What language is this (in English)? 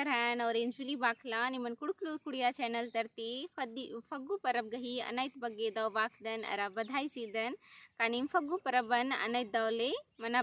Kurukh